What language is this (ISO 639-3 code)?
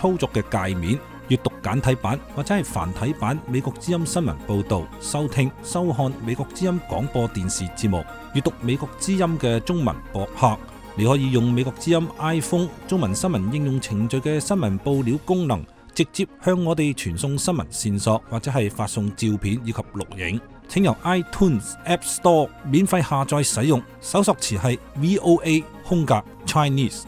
yue